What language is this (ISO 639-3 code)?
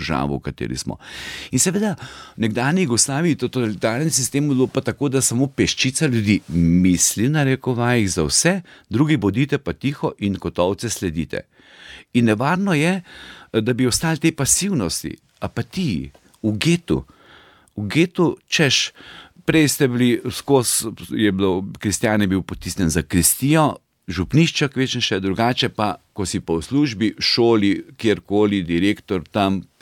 slv